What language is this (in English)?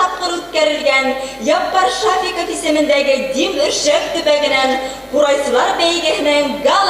Bashkir